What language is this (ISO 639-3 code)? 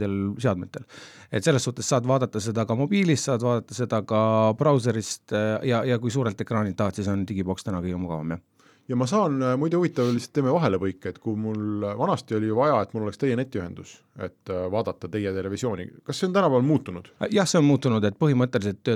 est